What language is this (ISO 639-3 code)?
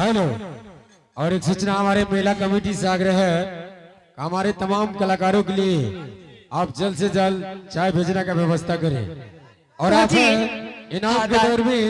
anp